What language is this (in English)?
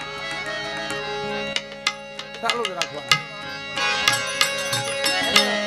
Gujarati